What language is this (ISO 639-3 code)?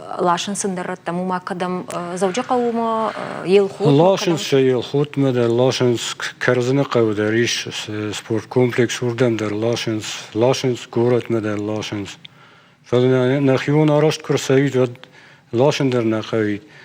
oss